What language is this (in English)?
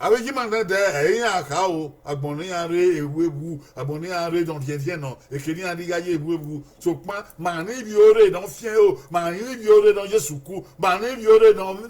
Bini